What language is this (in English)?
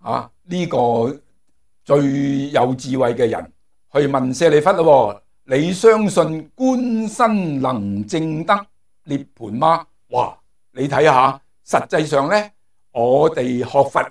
Cantonese